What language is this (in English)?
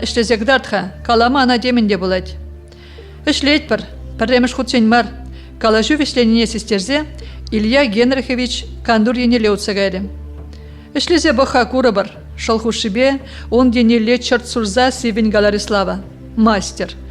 Chuvash